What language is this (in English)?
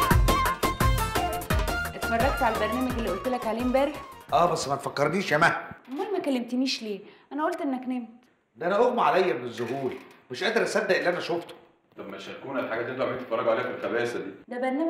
Egyptian Arabic